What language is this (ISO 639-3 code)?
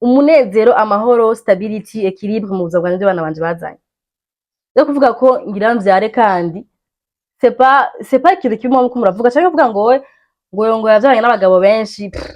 run